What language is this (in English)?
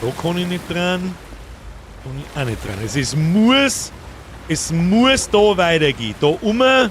Bavarian